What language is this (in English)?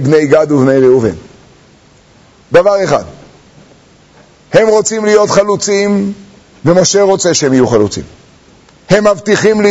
Hebrew